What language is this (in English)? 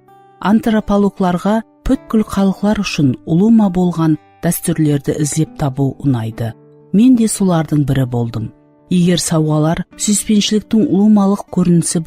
Kara-Kalpak